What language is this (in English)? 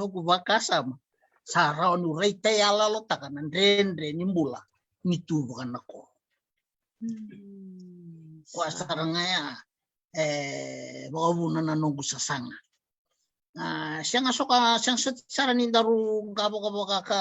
Fijian